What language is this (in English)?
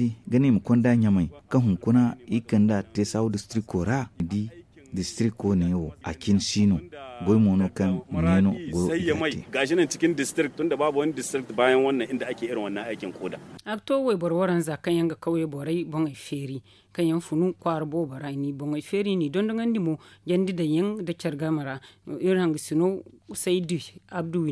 Zarma